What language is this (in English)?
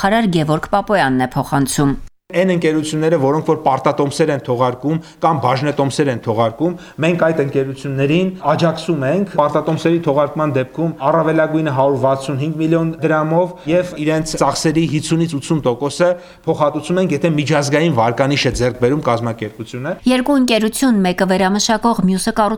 Armenian